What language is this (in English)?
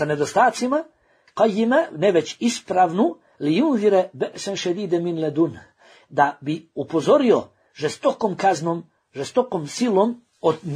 Bosnian